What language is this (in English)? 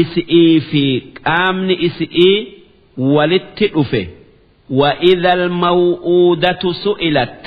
Oromo